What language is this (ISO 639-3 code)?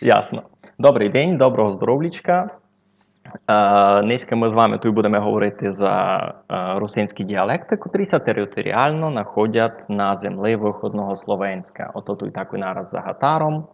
rue